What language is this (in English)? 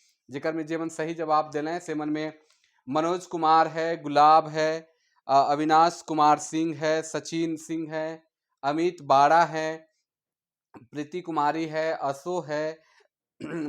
Sadri